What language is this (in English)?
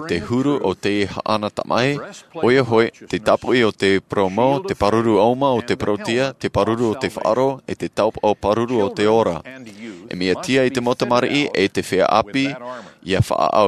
Tahitian